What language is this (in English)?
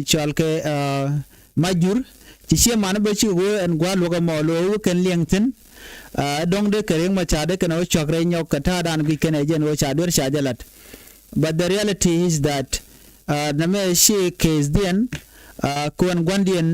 Nuer